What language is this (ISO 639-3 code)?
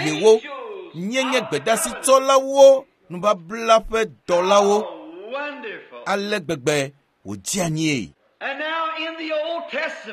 ewe